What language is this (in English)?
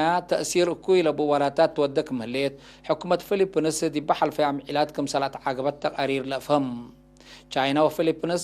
Tigre